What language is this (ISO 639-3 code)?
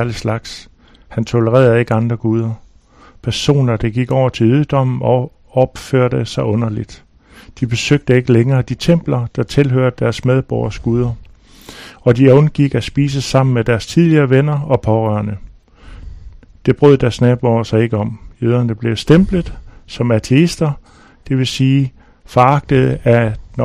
dan